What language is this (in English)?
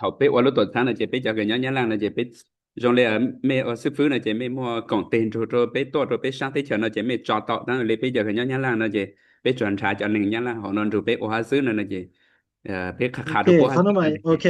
Hmong